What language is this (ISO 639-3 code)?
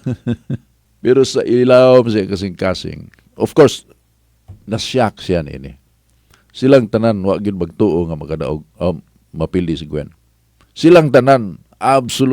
ceb